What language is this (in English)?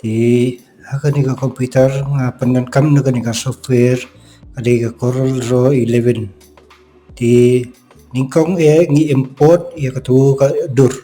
Khasi